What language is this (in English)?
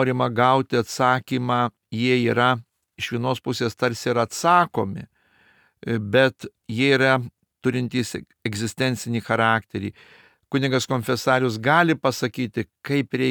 Lithuanian